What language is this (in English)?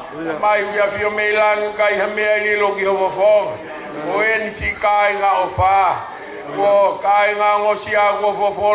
Tongan